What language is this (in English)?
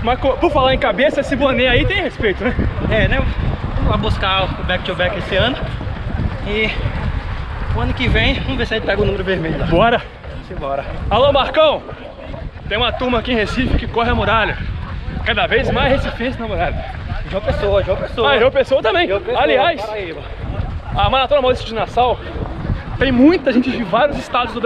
Portuguese